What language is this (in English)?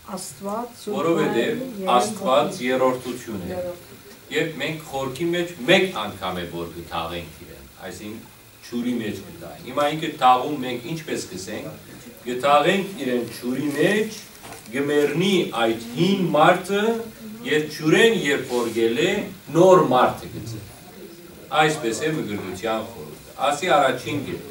Western Armenian